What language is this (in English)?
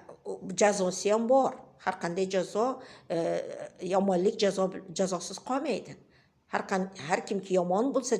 Uzbek